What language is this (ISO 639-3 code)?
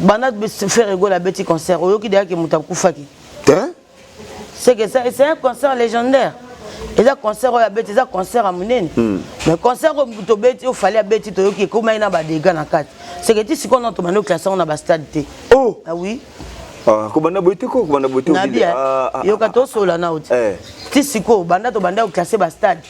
lin